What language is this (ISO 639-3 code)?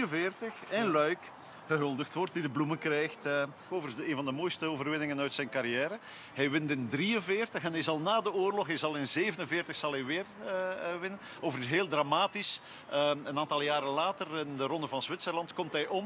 nld